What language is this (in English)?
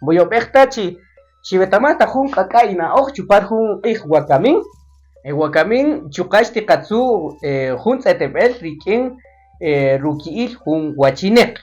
Kaqchikel